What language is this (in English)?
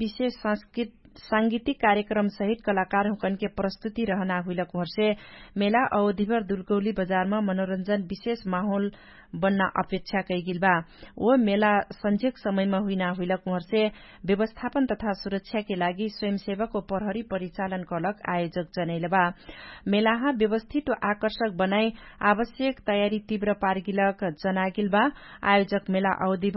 Dangaura Tharu